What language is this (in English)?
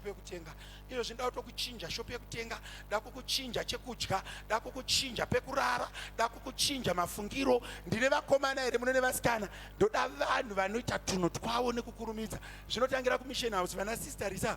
Shona